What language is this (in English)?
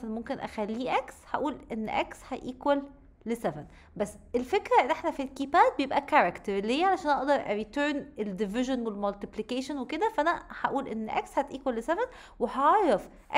Egyptian Arabic